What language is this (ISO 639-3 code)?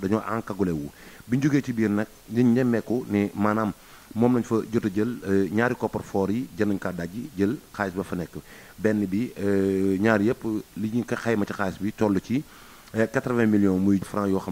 wol